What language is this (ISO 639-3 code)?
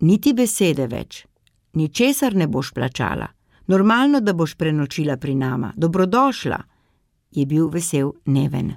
slv